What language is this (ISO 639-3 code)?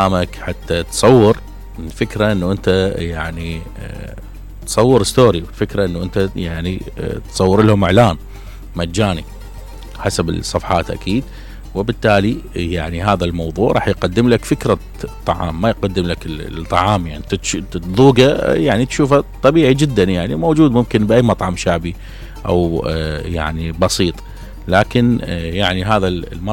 acm